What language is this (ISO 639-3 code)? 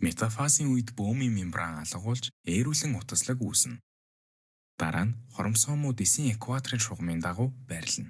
mon